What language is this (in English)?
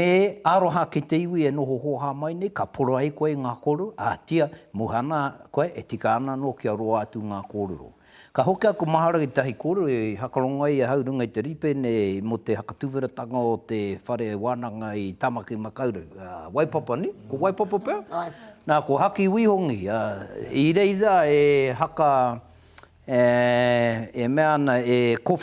Māori